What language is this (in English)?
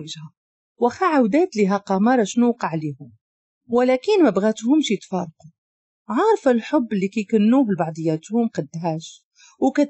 Moroccan Arabic